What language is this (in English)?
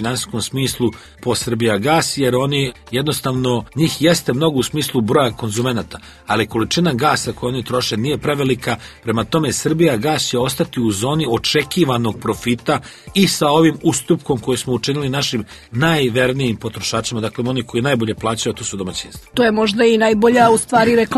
Serbian